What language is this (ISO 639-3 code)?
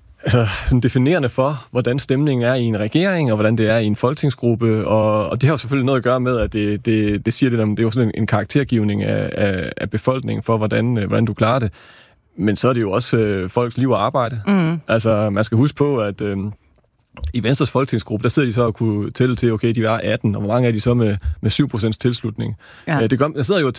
dan